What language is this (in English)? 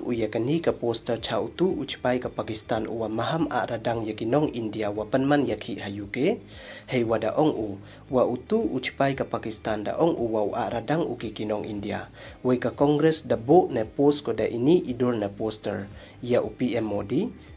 Pnar